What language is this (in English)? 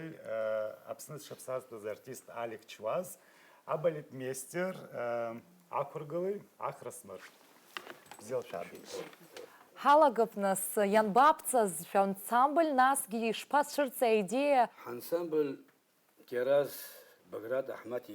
Abkhazian